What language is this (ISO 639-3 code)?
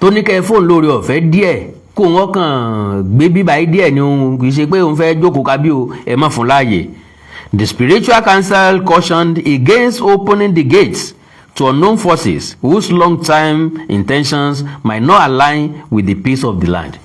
yor